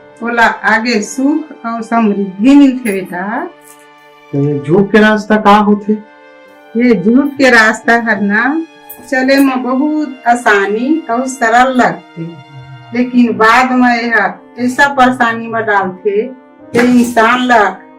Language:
Chhattisgarhi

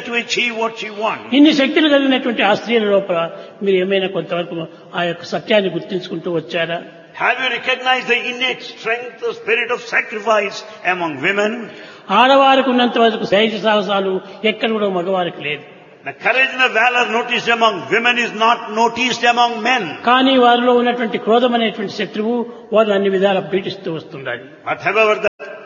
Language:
Telugu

